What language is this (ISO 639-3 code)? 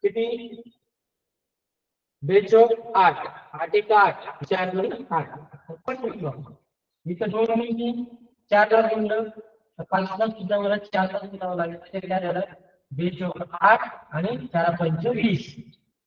mar